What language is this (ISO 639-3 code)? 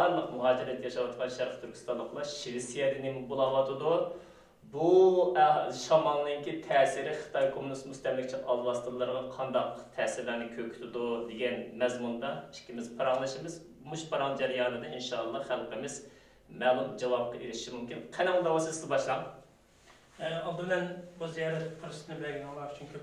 uig